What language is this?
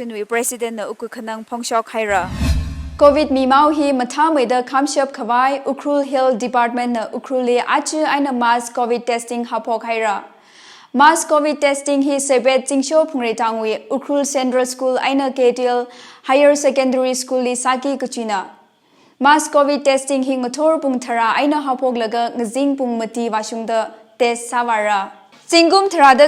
Tangkhul Naga (India)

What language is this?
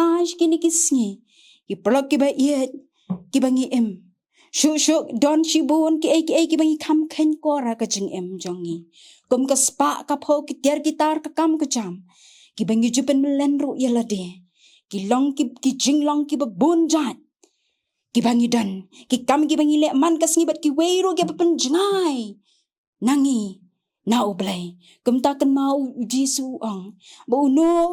Khasi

